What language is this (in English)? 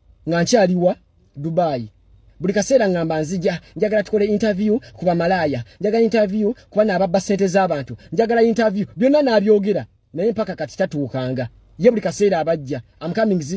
Ganda